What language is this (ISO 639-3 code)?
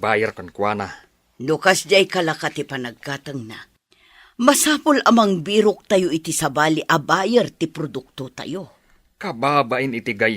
ilo